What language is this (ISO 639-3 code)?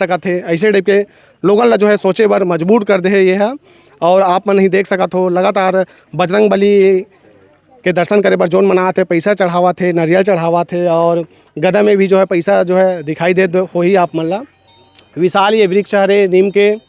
hne